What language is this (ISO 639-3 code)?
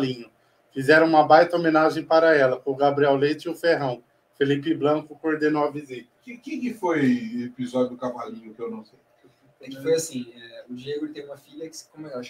por